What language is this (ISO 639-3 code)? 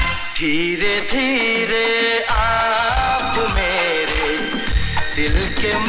hin